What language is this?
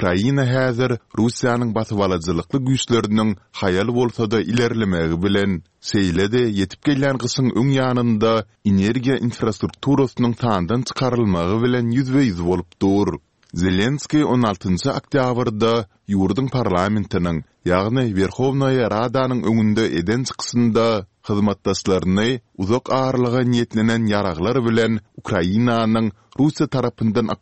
Turkmen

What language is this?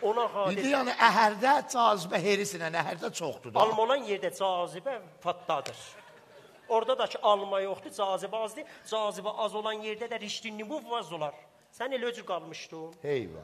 South Azerbaijani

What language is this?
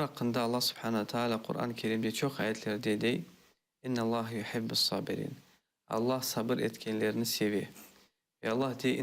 Crimean Tatar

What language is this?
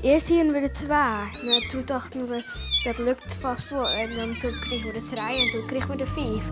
Western Frisian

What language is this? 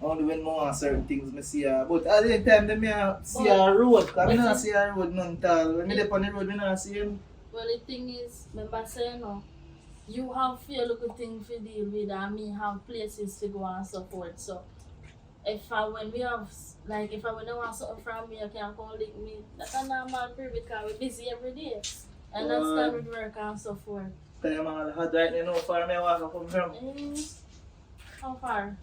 Jamaican Creole English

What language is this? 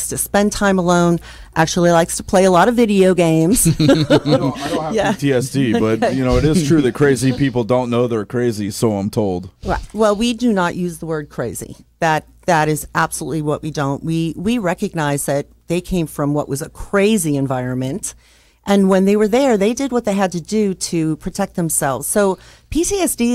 English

